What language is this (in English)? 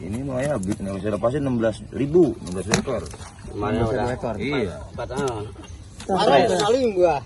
Betawi